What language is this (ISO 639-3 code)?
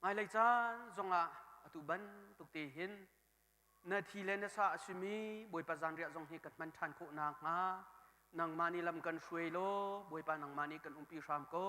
cnh